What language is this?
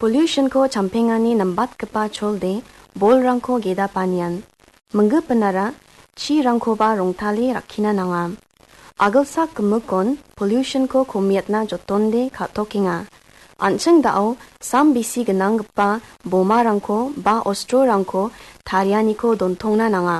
Garo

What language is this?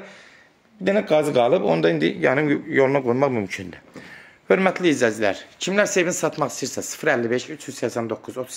Azerbaijani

